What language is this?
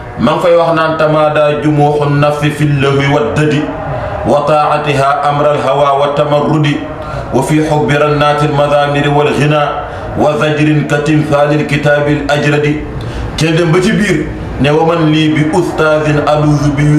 Wolof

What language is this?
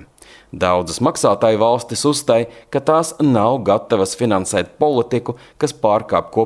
Latvian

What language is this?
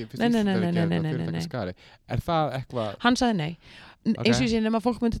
Icelandic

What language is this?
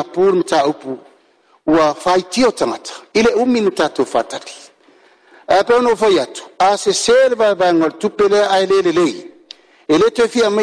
Samoan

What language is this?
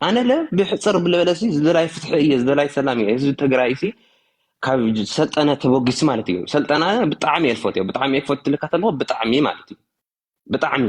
Tigrinya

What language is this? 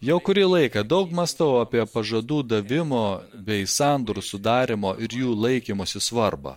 Lithuanian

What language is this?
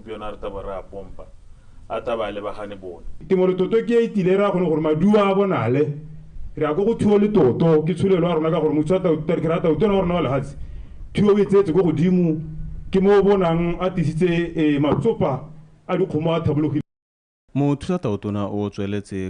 Tswana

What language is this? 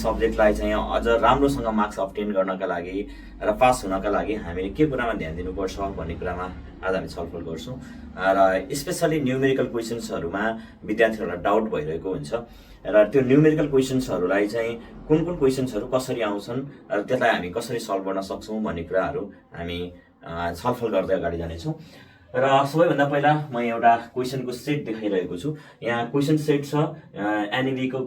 Nepali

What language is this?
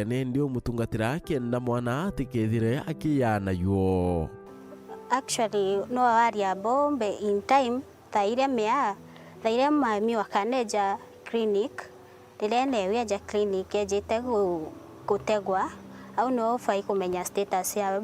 Meru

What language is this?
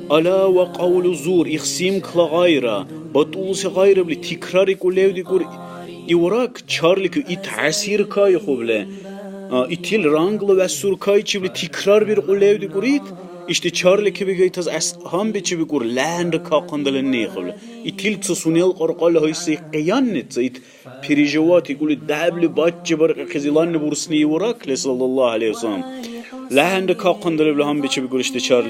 Dargwa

